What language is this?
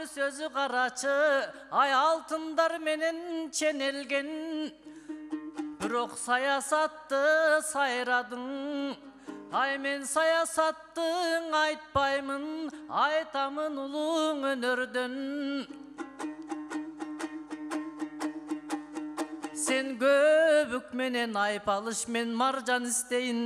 Kyrgyz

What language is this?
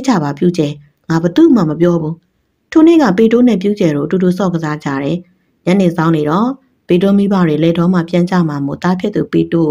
Burmese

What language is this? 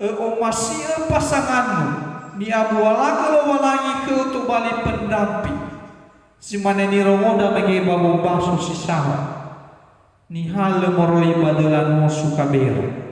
Nias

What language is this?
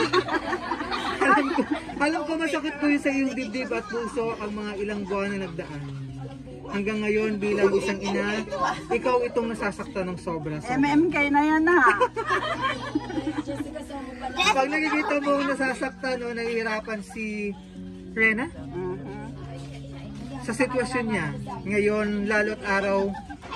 Filipino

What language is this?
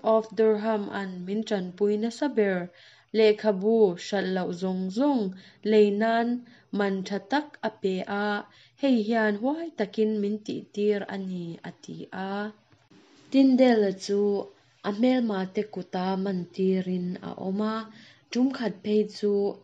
Mizo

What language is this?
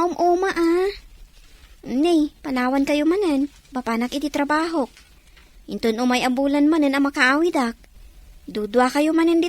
Iloko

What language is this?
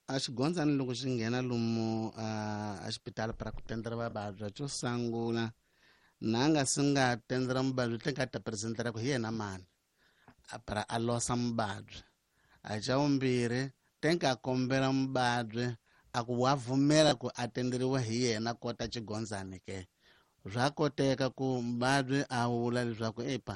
Tsonga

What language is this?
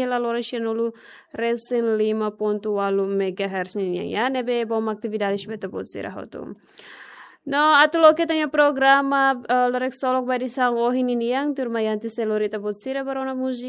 Tetum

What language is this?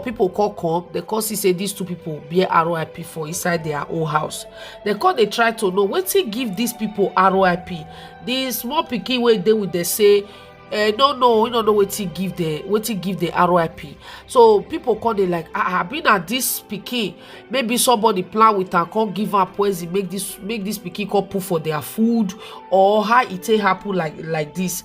Nigerian Pidgin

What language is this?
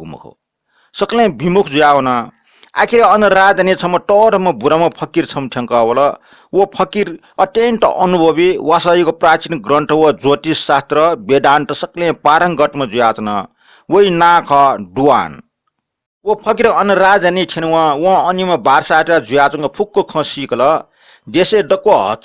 Newari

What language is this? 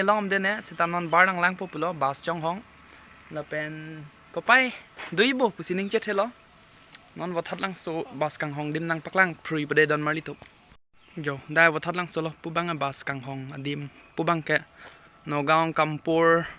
Karbi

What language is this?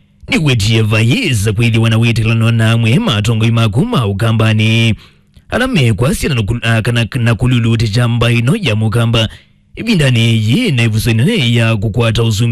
Kamba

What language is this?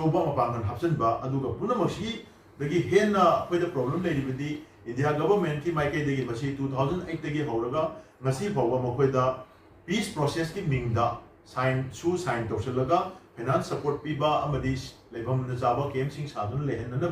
Manipuri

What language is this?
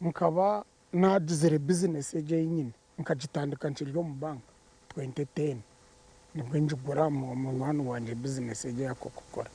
Nyankole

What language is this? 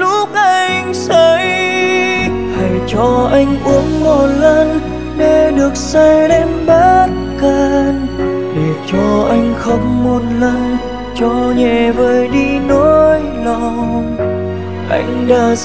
Vietnamese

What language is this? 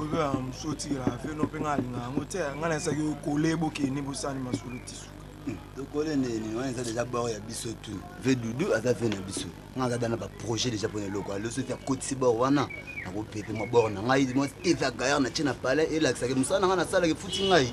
Lingala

